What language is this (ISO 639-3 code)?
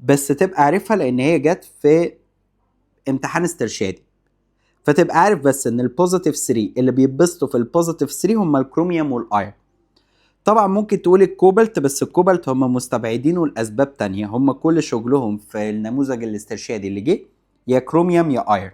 arz